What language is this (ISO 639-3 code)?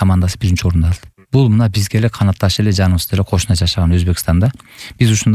kir